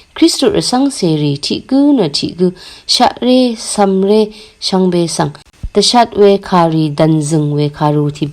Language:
Rawang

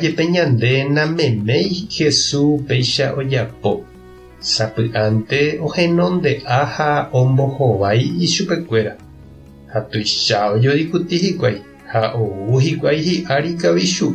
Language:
Guarani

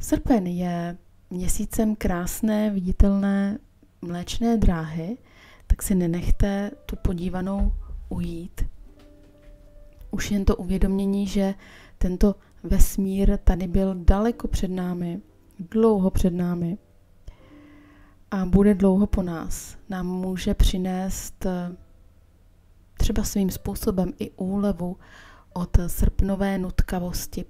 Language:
Czech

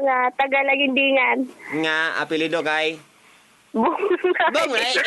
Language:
Cebuano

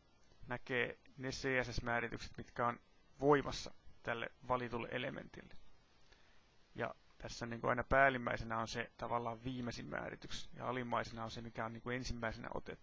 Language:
Finnish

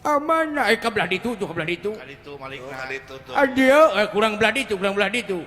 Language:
Sundanese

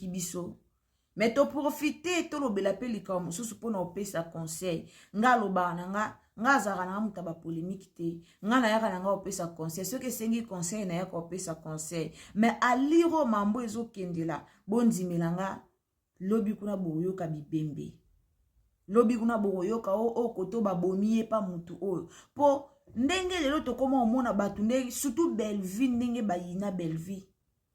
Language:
Lingala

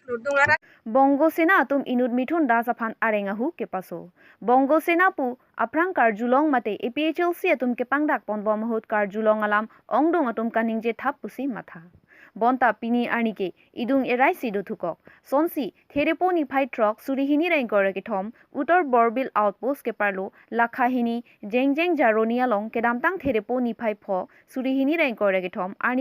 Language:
Karbi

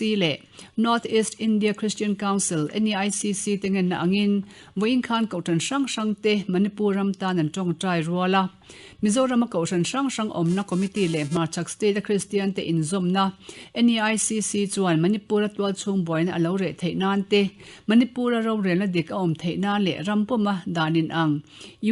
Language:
Mizo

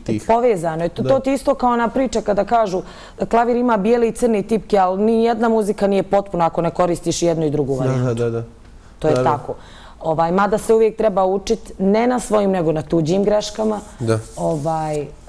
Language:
Bosnian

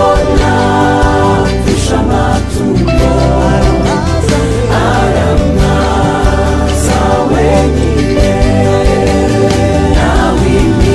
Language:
Kinyarwanda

